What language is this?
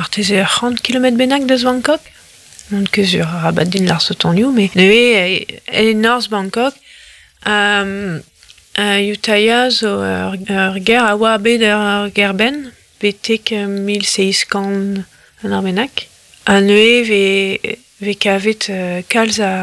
Breton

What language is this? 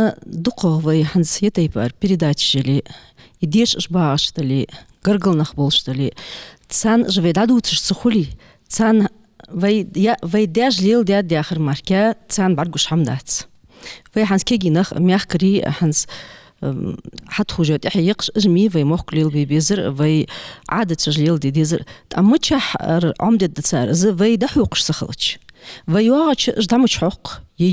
Ingush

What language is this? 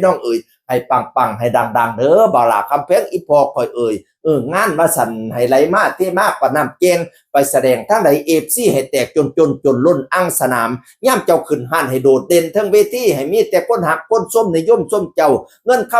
Northeastern Thai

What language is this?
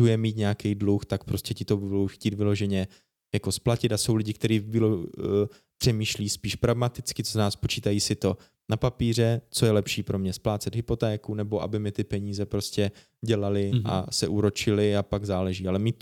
Czech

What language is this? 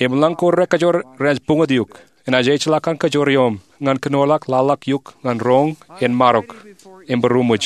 Marshallese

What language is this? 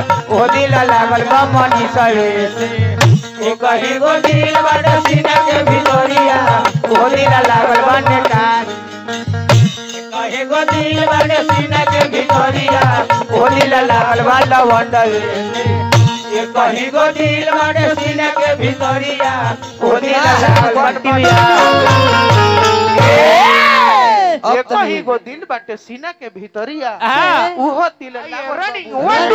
Bhojpuri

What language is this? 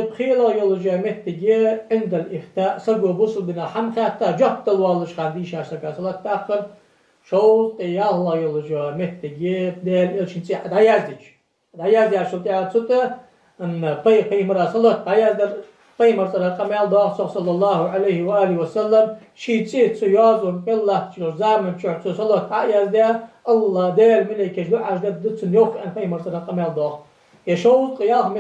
Ingush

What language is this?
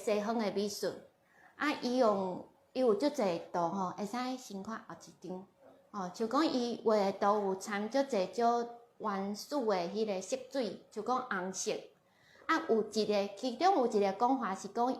Min Nan Chinese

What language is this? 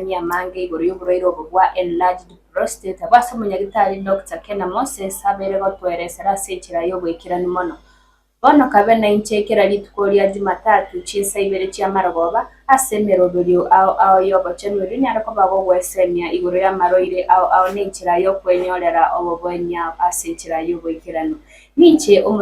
Gusii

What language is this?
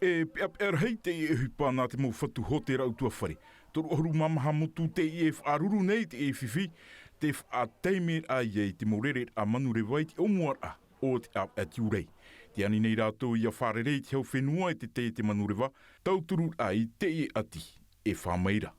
Tahitian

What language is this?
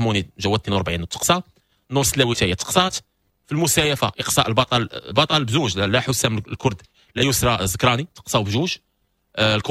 Moroccan Arabic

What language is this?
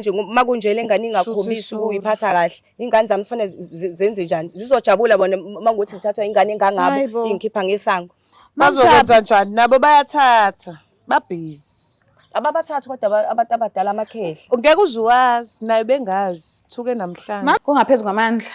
Zulu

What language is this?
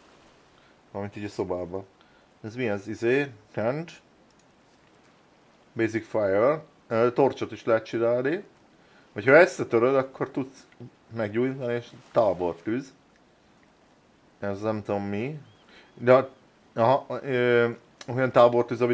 Hungarian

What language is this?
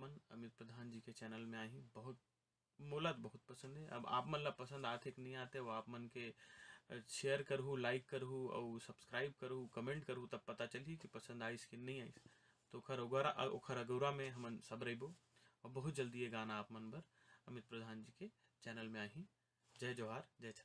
Chhattisgarhi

